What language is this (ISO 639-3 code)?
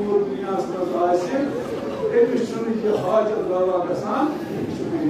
kas